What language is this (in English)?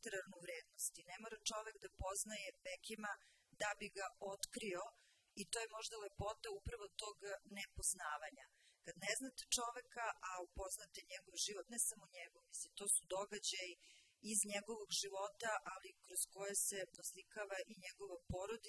Serbian